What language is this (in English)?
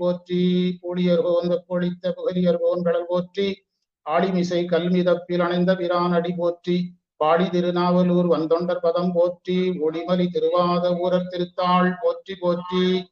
Tamil